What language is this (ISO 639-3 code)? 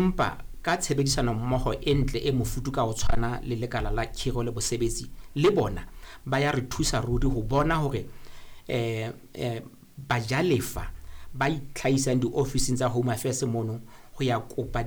sot